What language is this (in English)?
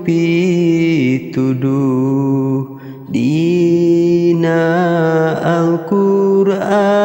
Sundanese